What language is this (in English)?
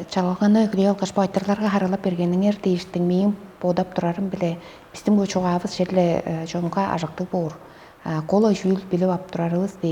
Tuvinian